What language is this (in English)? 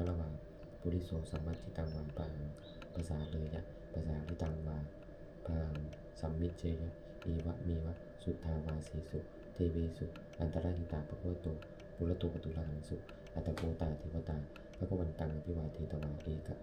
Pali